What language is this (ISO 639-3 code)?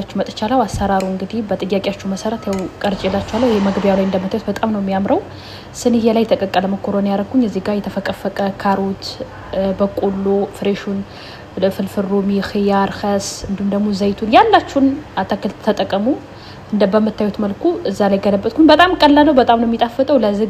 amh